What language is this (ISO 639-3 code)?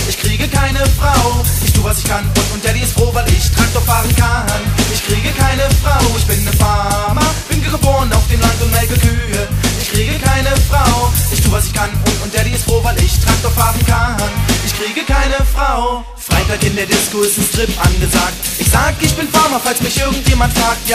deu